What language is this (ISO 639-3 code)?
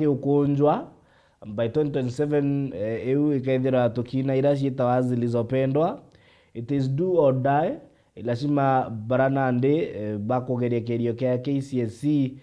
mer